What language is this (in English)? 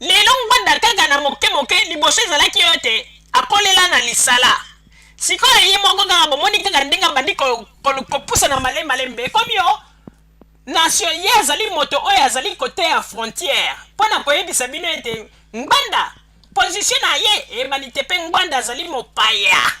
Lingala